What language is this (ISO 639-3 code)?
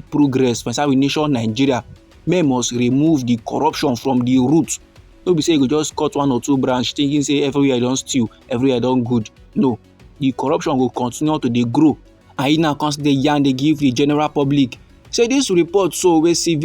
pcm